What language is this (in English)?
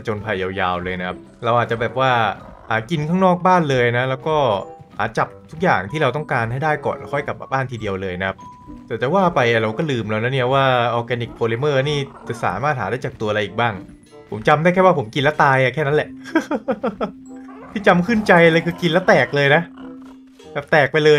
Thai